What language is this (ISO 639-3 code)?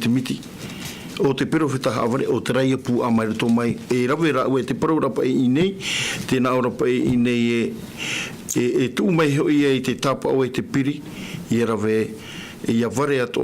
tah